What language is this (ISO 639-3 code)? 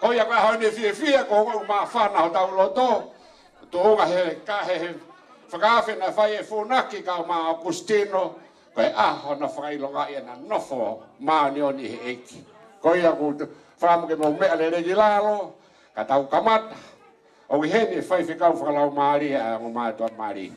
ton